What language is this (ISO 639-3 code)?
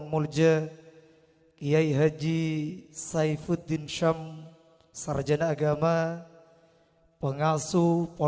mad